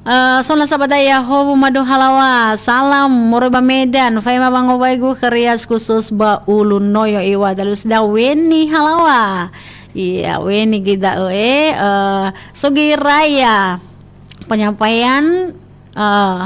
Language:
Nias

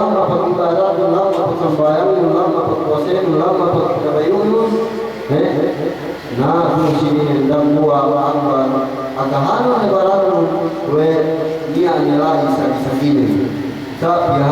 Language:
Yakan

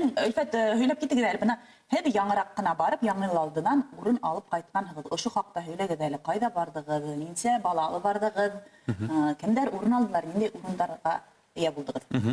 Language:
Bashkir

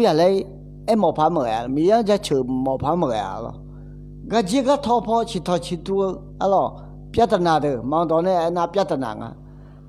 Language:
Akha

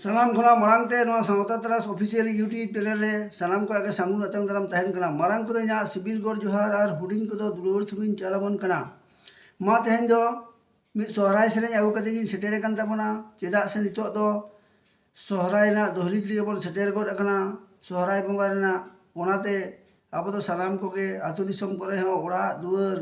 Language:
Santali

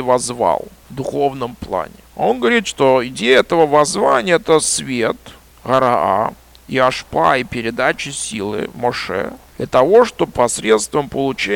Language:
Russian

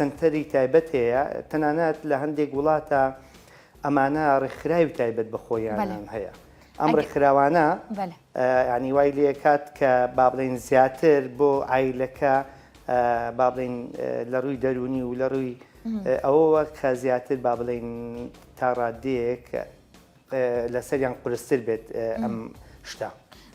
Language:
Central Kurdish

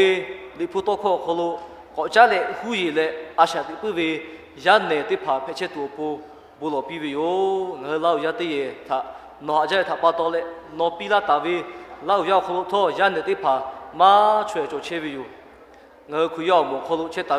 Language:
Lahu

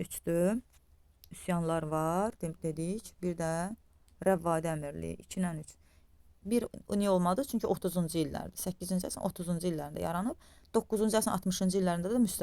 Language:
Azerbaijani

